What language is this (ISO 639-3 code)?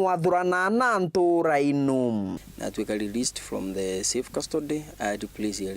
mer